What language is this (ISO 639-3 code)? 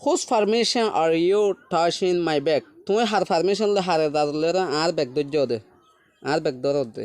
rhg